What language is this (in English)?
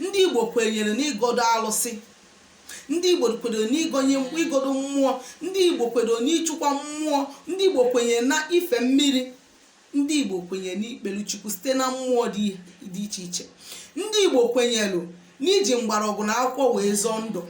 Igbo